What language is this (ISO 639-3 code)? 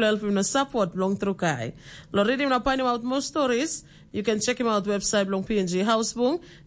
tpi